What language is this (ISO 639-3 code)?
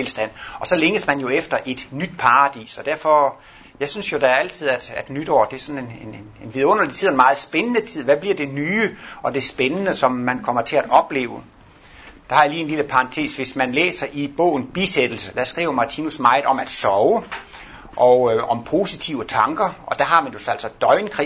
dan